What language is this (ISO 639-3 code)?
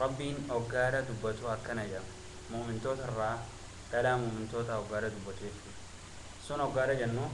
orm